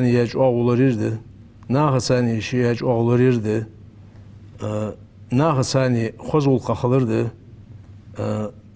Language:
Ingush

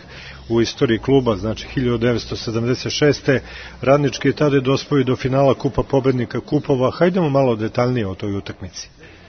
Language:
Serbian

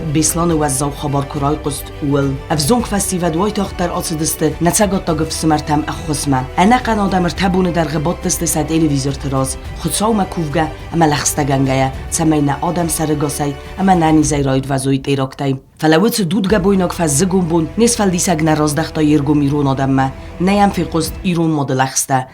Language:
Ossetic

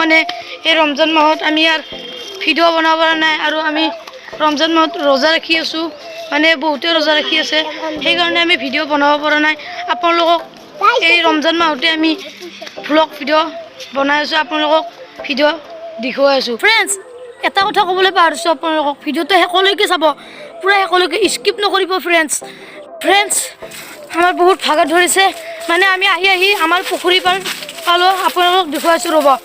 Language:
Assamese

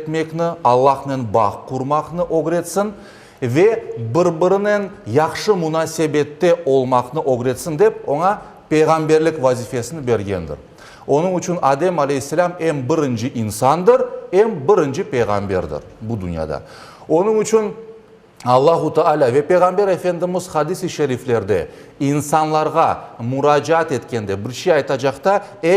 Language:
Crimean Tatar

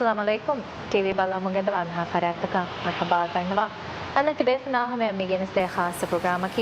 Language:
Divehi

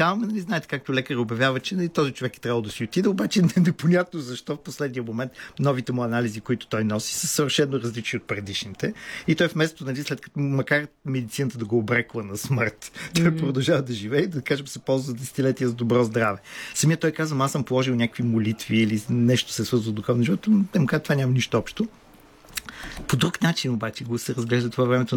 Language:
Bulgarian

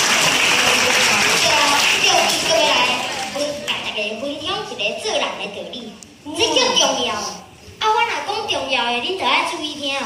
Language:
Min Nan Chinese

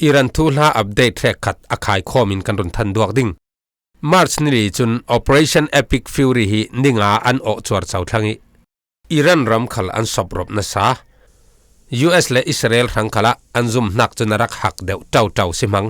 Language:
Falam Chin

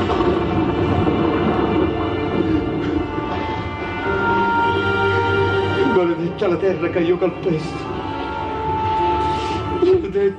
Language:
Italian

